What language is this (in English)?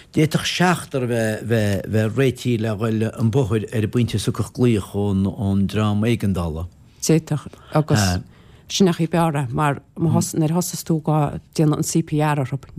Irish